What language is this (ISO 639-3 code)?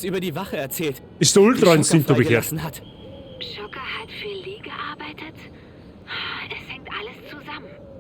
bar